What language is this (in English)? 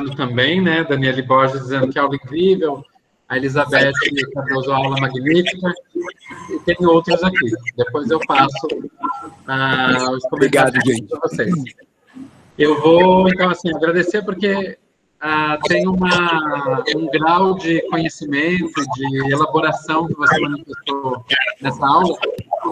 Portuguese